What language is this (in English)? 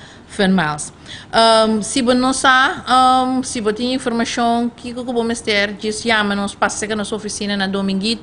Papiamento